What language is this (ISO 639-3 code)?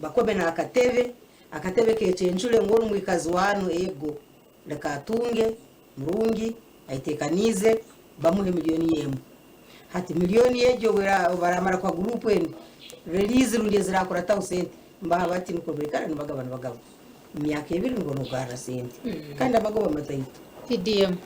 nyn